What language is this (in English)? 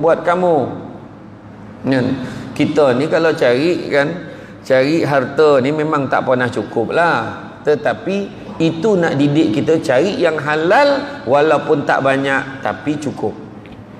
Malay